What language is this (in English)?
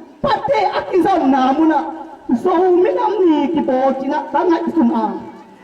Tedim Chin